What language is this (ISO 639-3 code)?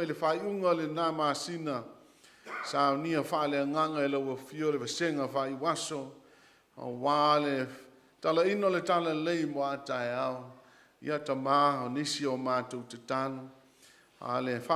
smo